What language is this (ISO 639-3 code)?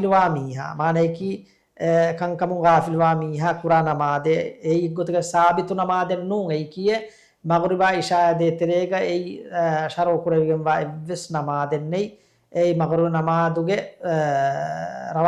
div